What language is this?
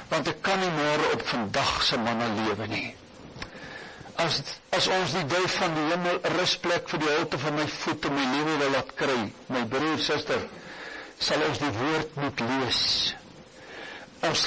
Afrikaans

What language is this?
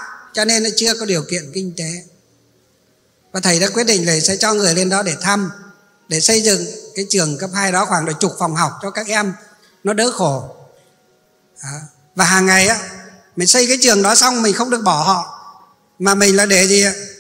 Vietnamese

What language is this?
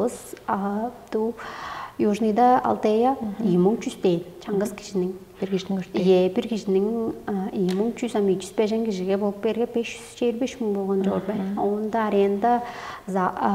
Tuvinian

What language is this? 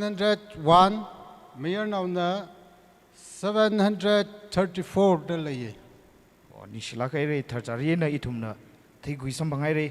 Tangkhul Naga (India)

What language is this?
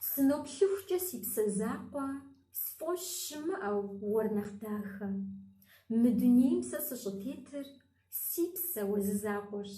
Kabardian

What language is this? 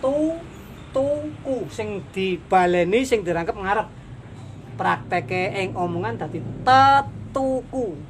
Javanese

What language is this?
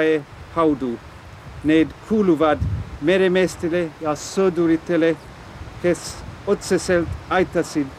Estonian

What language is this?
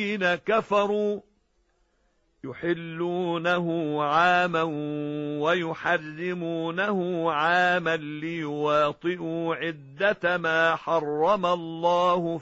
Arabic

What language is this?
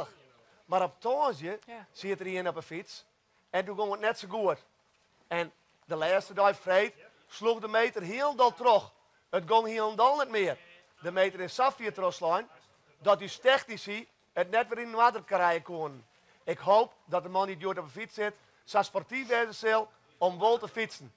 Western Frisian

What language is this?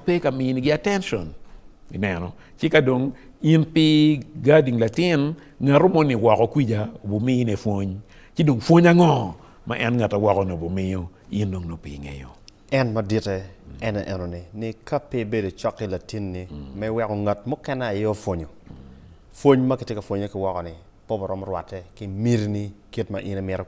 Acoli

